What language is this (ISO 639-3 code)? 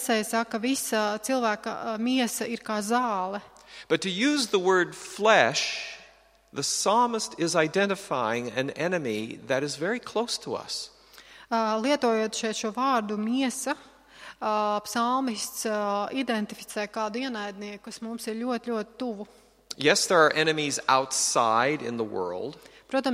lav